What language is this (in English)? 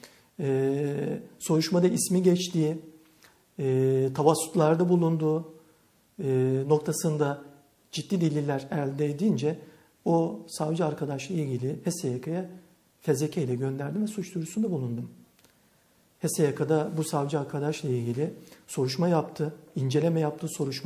Turkish